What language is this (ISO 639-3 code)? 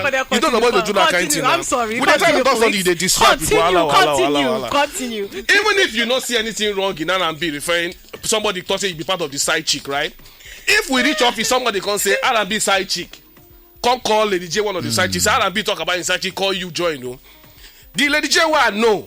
pcm